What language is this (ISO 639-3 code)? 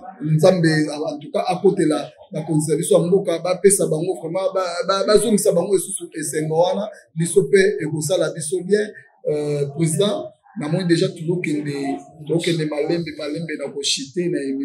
lin